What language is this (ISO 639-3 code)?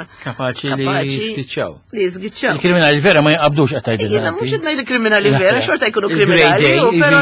mlt